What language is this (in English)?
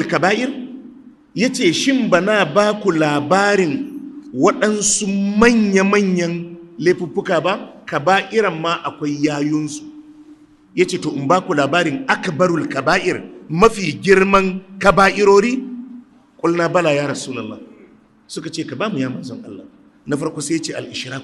Hausa